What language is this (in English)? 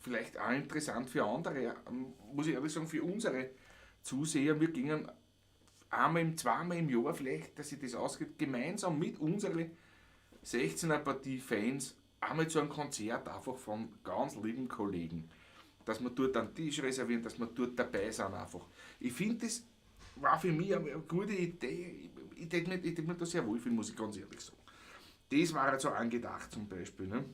Bavarian